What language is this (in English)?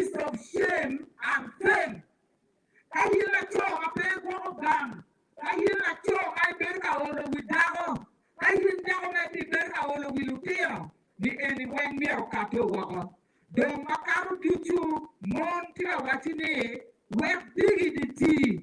Acoli